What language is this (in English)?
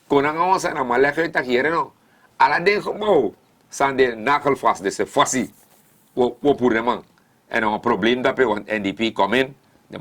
Sranan Tongo